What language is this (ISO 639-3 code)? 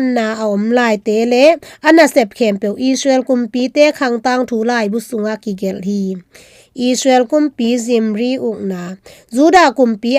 ctd